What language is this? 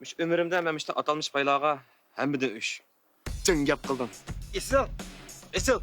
Uyghur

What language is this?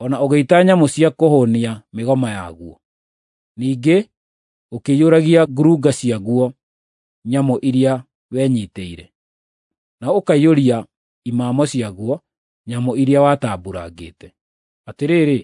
Kikuyu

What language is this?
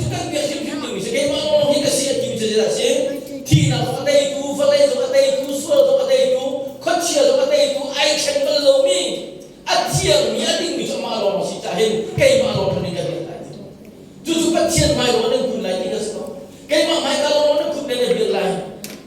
Hakha Chin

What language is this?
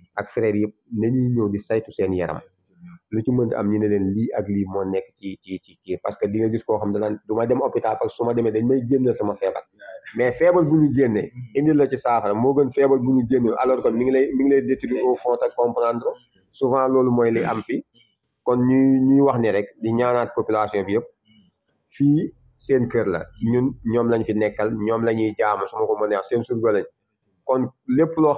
Wolof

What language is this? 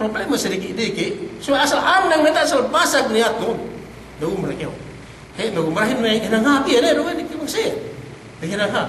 Yakan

